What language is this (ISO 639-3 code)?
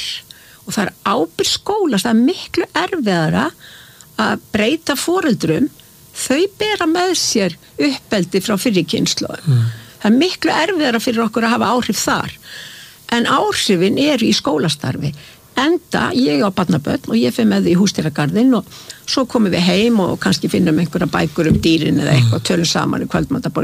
isl